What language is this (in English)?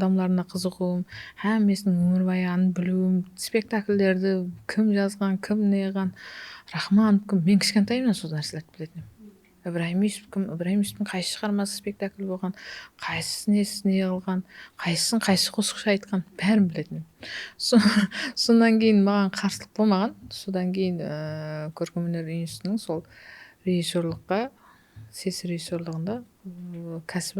Kara-Kalpak